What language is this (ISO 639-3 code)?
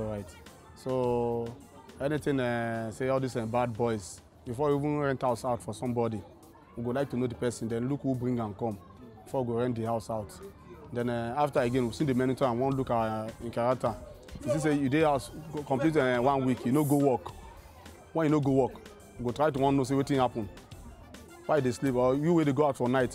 pcm